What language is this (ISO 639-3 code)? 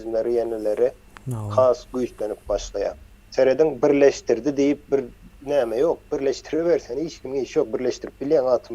tuk